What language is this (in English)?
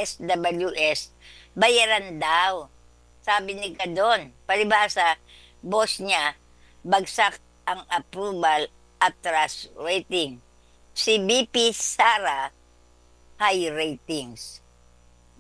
Filipino